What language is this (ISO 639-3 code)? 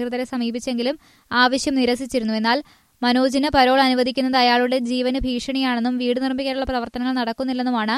mal